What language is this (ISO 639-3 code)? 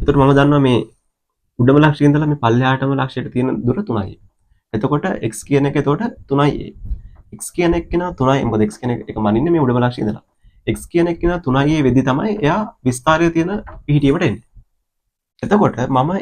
sin